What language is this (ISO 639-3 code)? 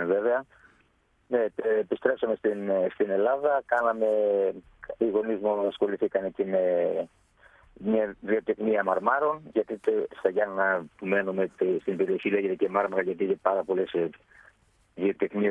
ell